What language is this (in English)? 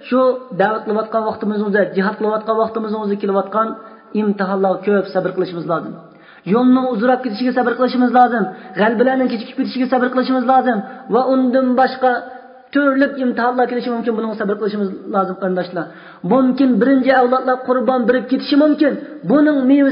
Uyghur